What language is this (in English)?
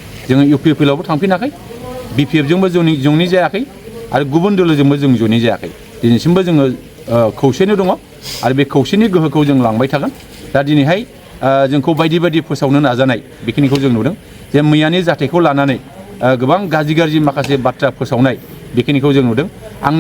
Bodo